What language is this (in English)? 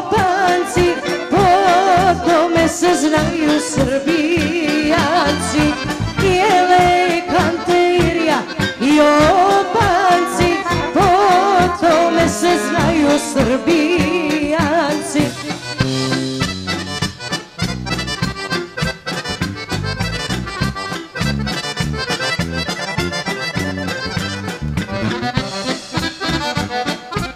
Serbian